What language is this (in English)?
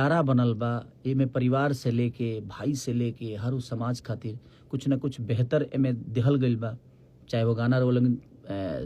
Bhojpuri